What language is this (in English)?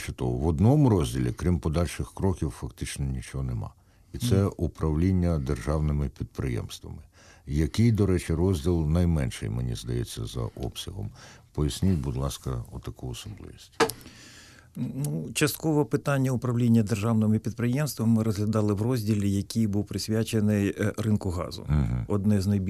Ukrainian